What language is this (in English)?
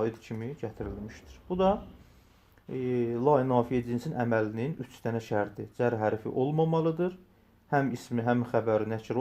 Azerbaijani